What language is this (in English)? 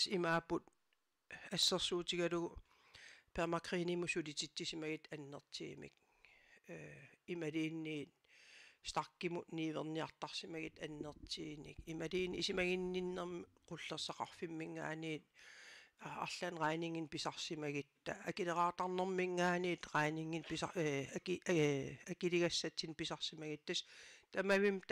Kalaallisut